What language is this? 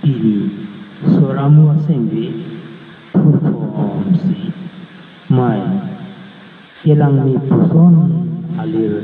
Karbi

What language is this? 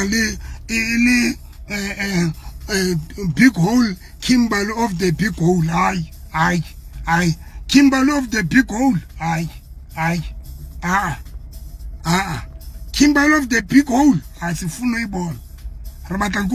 Southern Sotho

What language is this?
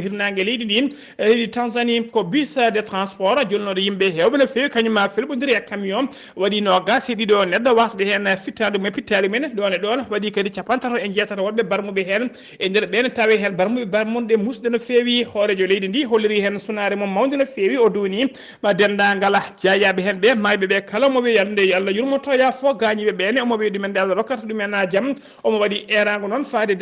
Fula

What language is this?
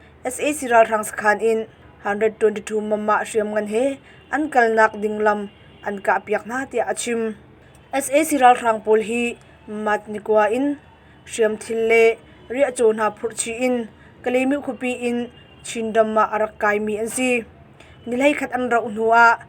Hakha Chin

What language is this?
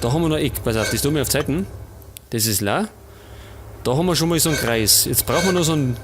Bavarian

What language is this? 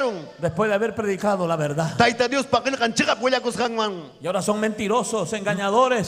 Ayacucho Quechua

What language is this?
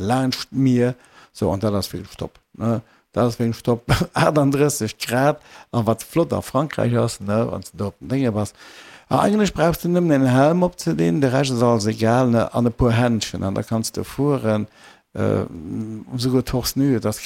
Luxembourgish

